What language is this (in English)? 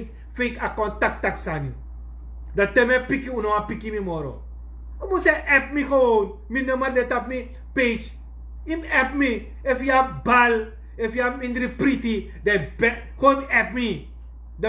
Sranan Tongo